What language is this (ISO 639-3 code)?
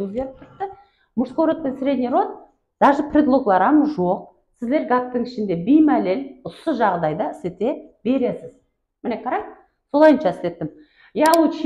kaa